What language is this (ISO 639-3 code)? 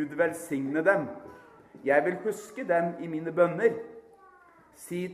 nor